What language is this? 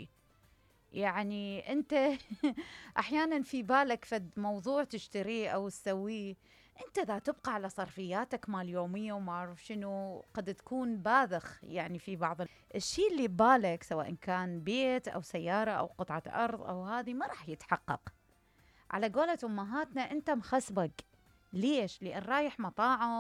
Mesopotamian Arabic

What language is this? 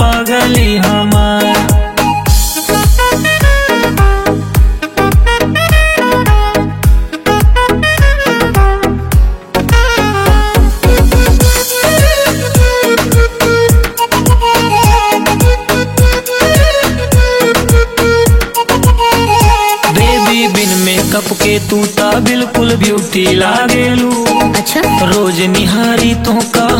Bhojpuri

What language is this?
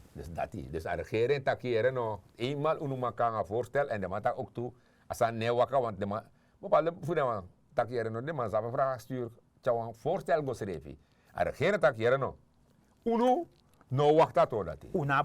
Sranan Tongo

